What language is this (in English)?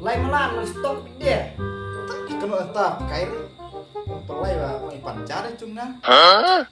Khasi